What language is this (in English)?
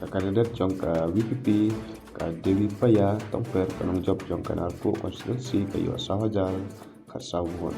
Khasi